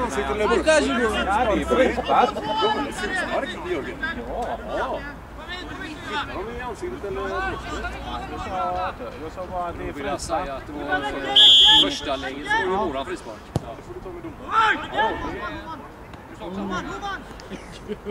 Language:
Swedish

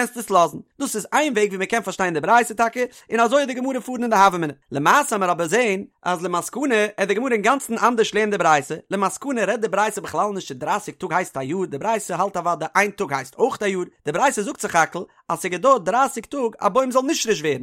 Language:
Yiddish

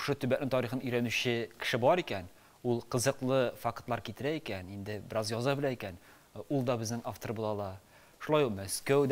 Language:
Tatar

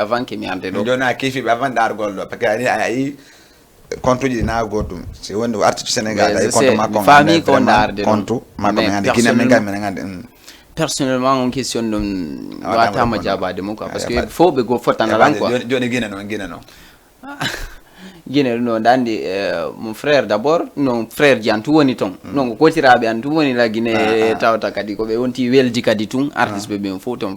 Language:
Fula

